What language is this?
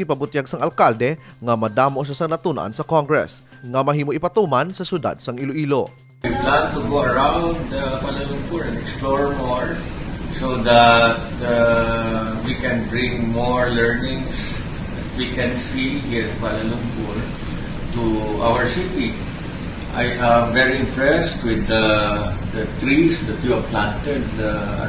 Hiligaynon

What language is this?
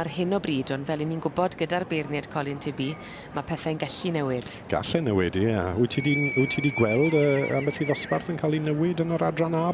Welsh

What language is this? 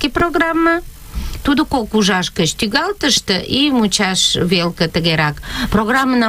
Mari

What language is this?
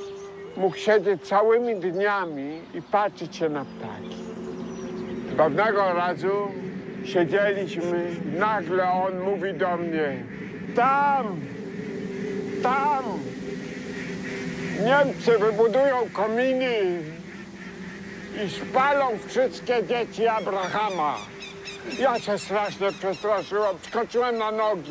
Polish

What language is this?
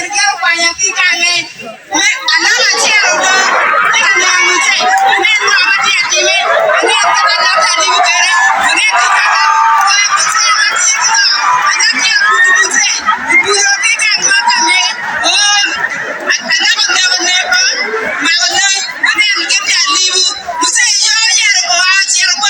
Acoli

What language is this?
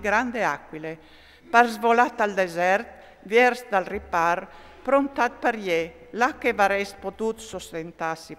Friulian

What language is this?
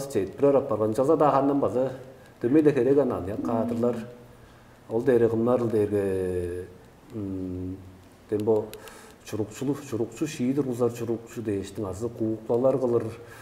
Tuvinian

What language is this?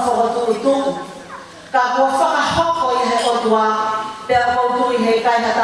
Tongan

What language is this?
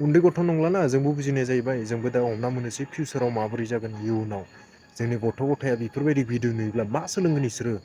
Bodo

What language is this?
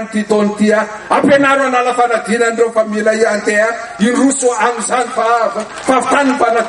Malagasy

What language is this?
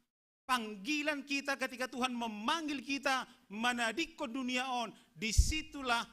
Batak Simalungun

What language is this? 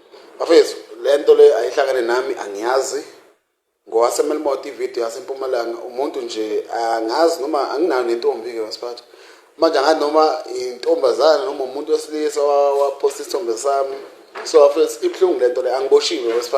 Zulu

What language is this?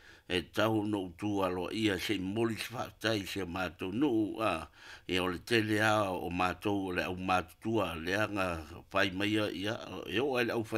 Samoan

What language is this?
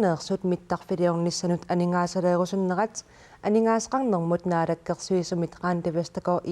Kalaallisut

